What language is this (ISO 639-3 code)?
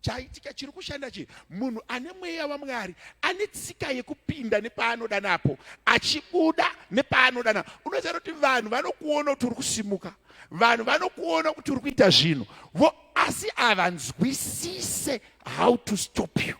sna